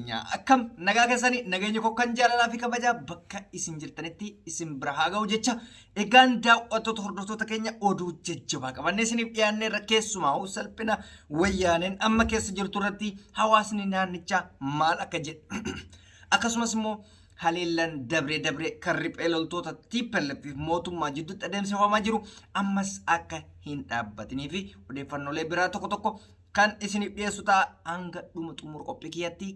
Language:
Oromo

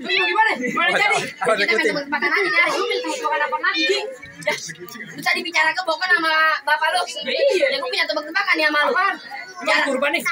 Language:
Betawi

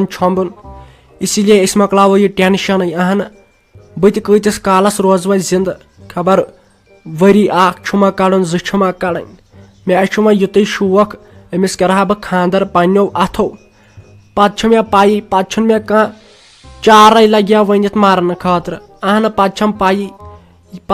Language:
Kashmiri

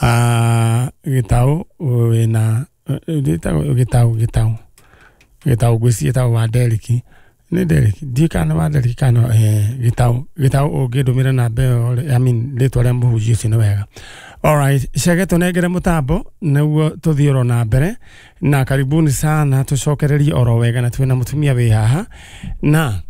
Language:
Kikuyu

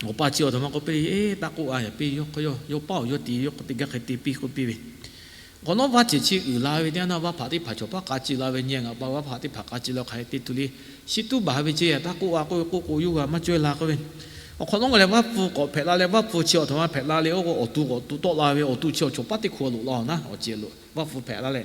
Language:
Lahu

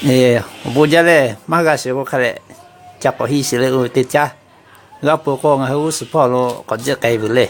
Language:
Lahu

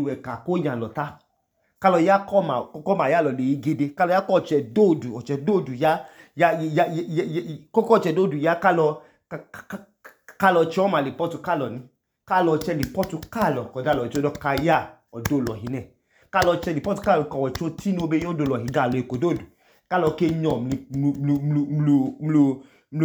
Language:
Idoma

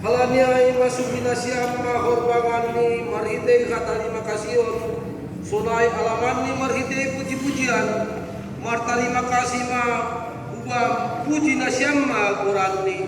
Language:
Batak Simalungun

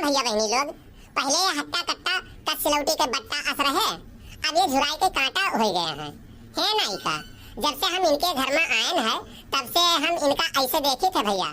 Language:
Awadhi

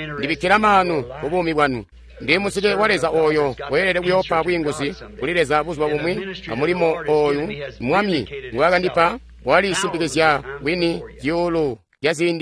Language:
Tonga (Zambia)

